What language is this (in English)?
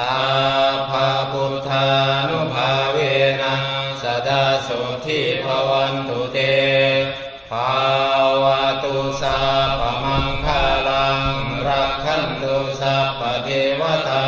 Pali